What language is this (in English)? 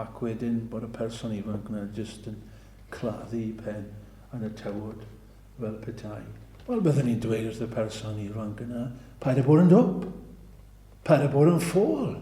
Welsh